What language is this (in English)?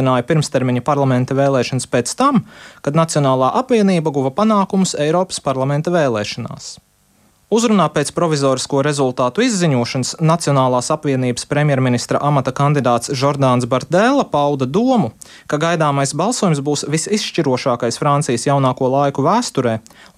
Latvian